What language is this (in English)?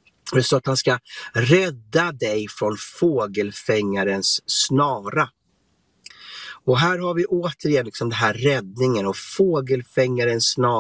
Swedish